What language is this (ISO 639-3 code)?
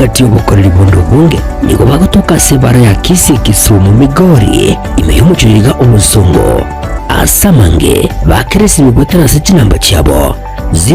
guz